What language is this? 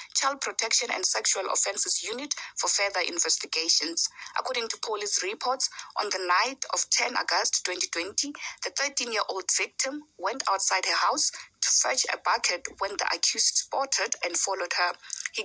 Venda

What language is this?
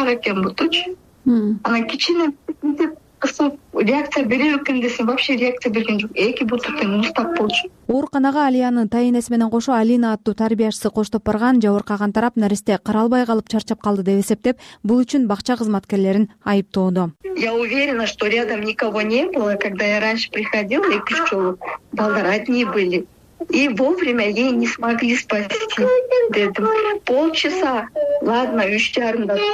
Kyrgyz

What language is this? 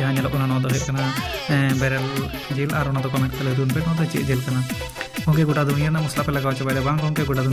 Santali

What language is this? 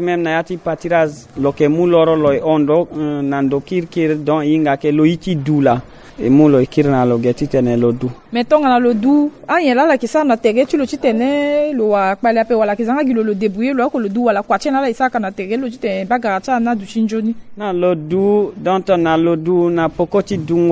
Sango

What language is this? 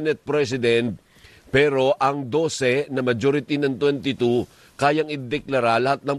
Filipino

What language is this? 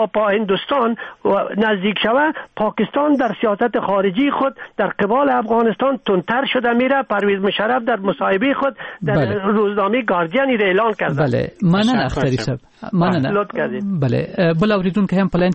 Persian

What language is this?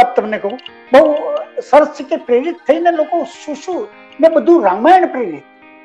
Gujarati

